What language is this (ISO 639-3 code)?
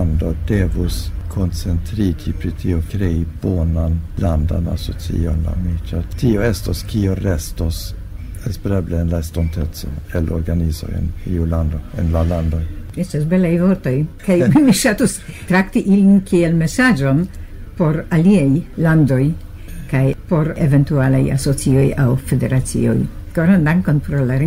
epo